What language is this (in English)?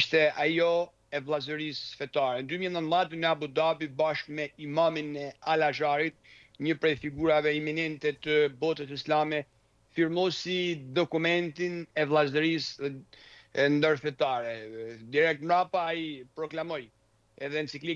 Albanian